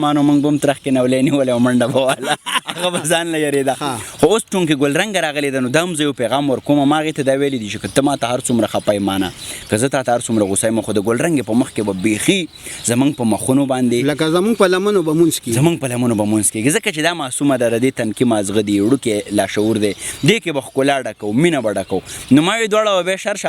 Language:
Pashto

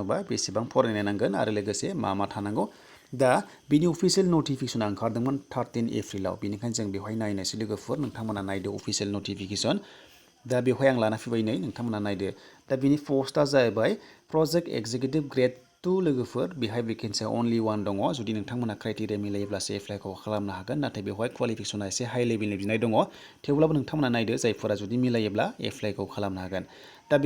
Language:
Bodo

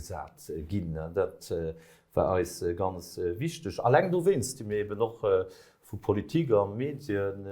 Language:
Luxembourgish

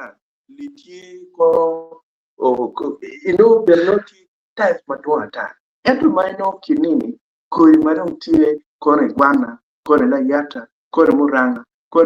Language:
Acoli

